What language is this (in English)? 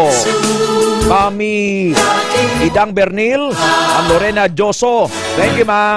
Hiligaynon